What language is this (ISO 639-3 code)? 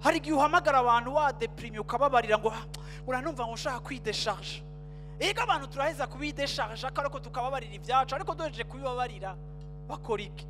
run